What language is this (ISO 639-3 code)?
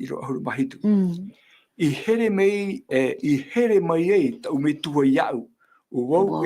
tah